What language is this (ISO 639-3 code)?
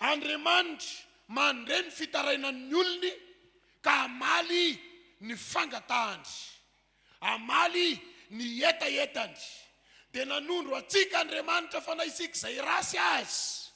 mlg